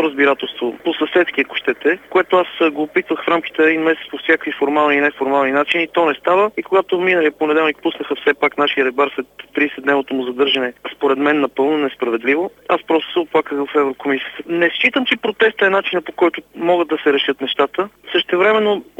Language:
Bulgarian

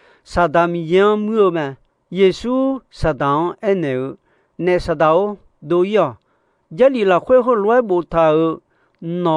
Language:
Akha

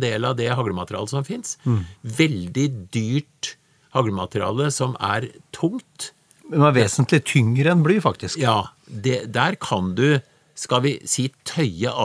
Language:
Norwegian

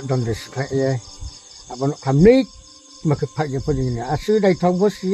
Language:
Riang (India)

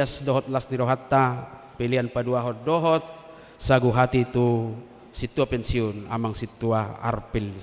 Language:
Batak Toba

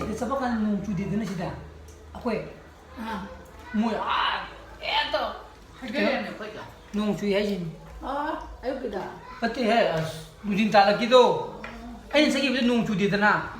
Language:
Manipuri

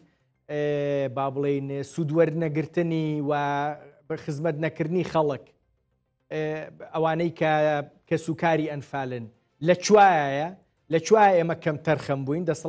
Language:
Central Kurdish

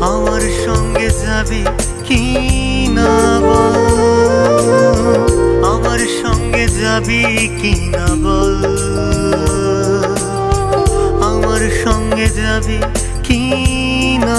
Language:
Bangla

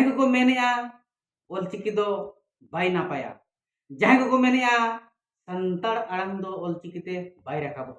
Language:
Santali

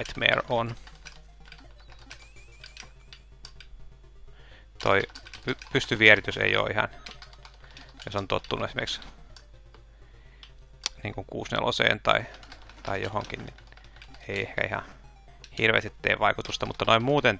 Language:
Finnish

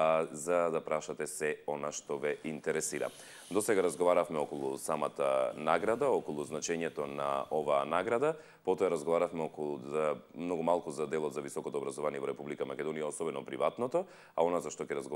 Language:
Macedonian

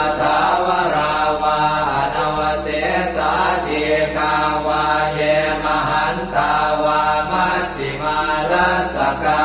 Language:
Pali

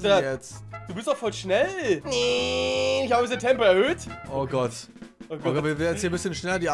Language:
German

